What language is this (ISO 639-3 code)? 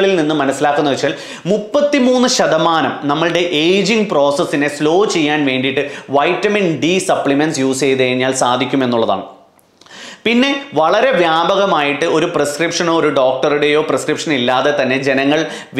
mal